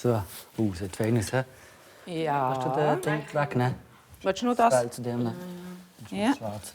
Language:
Swiss German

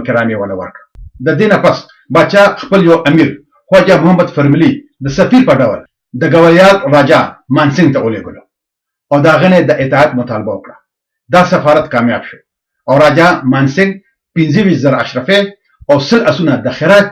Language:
Pashto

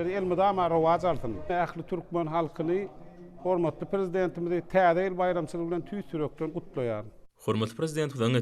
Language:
Turkmen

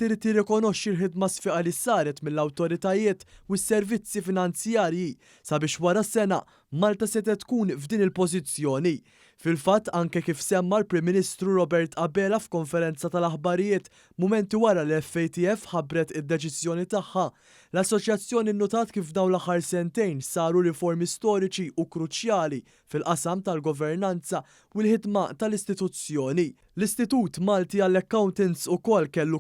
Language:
Maltese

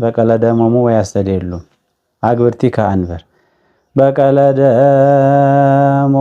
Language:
Amharic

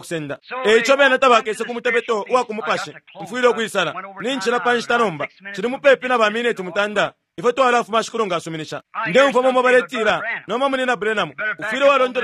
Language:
Bemba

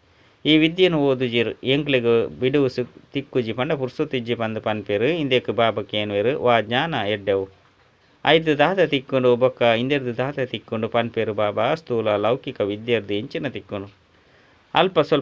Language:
Tulu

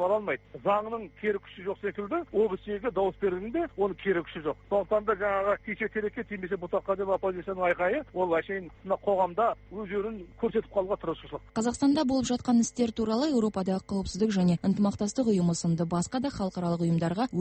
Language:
Kazakh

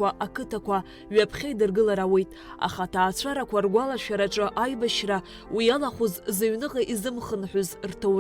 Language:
Abkhazian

